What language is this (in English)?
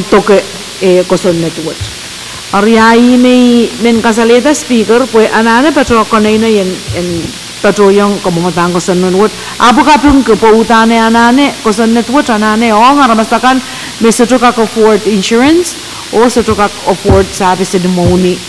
Pohnpeian